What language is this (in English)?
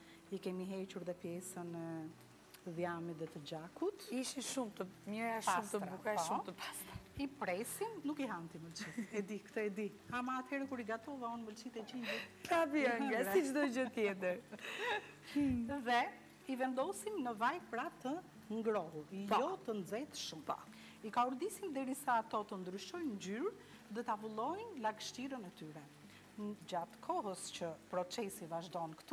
Albanian